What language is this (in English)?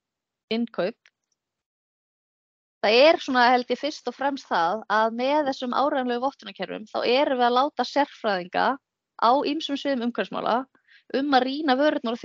Icelandic